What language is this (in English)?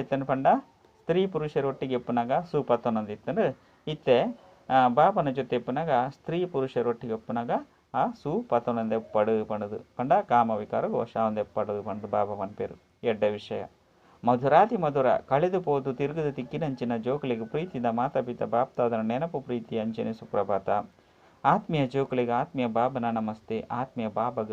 Tulu